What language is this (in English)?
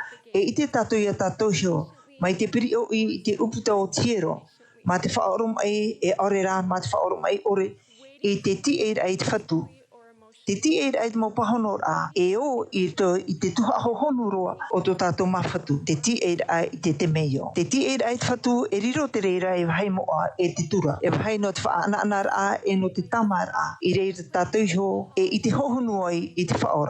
Tahitian